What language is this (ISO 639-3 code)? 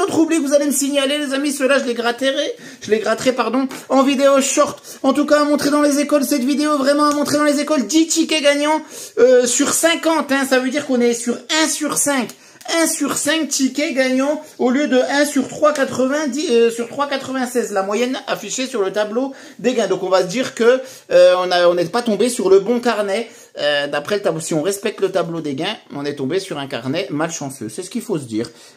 fra